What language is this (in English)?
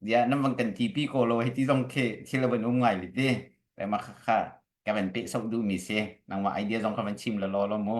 Hakha Chin